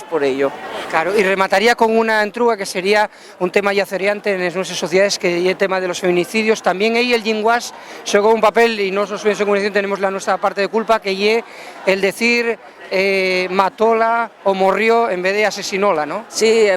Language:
Asturian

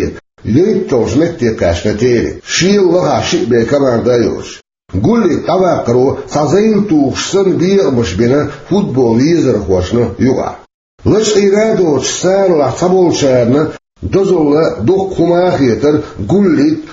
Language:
Chechen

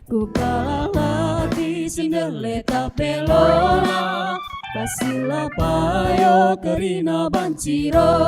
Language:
Batak Karo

